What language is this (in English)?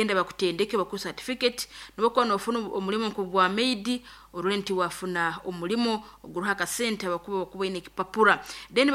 Nyankole